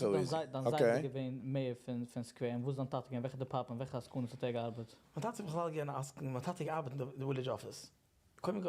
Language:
Yiddish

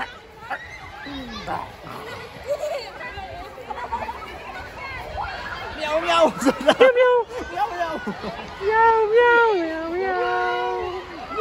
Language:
Filipino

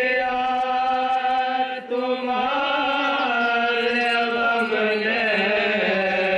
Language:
Urdu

